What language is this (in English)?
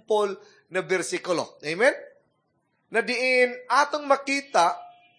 Cebuano